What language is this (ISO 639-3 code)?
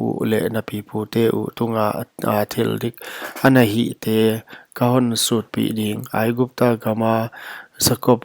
pck